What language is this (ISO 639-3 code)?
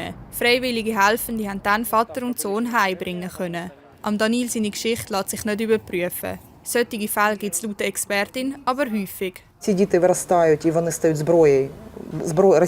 gsw